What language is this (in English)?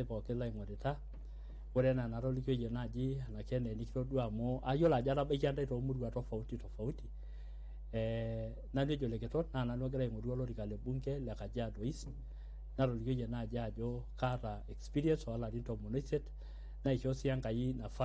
Masai